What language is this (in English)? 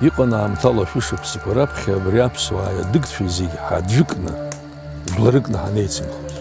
Abkhazian